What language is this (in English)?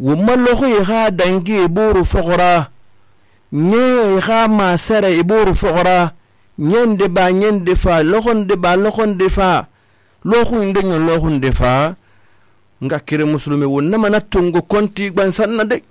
Susu